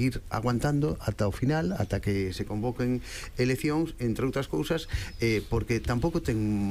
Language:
Galician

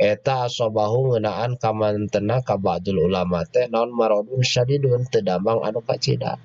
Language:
Sundanese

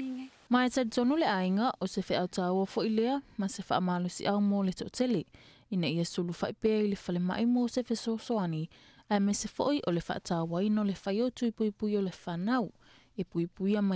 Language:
Samoan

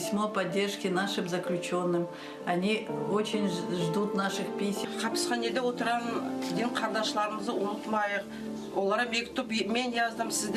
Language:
Crimean Tatar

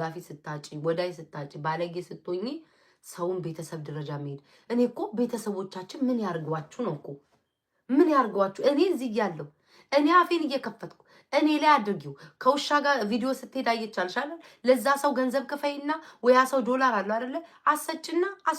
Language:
Amharic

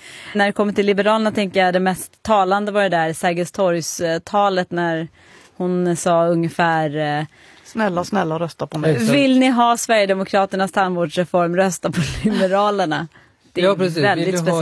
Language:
Swedish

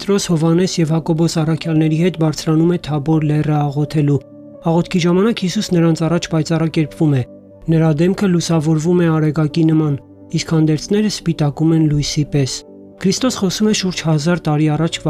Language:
Armenian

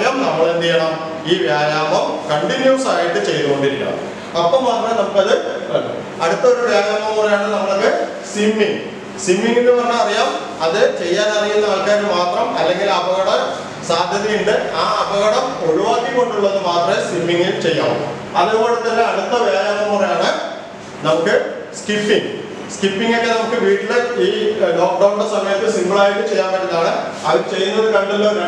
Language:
Malayalam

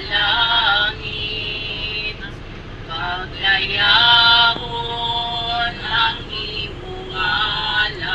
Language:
Hiligaynon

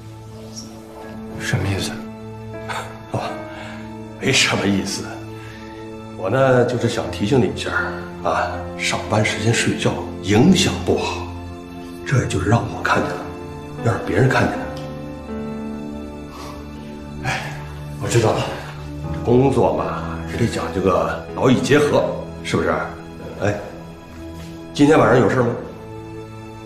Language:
Chinese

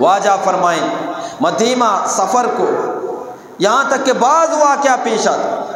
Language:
Eastern Balochi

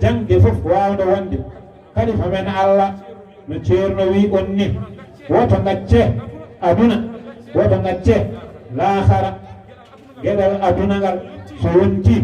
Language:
Fula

